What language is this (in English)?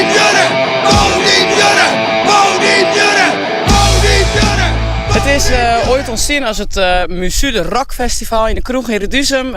Western Frisian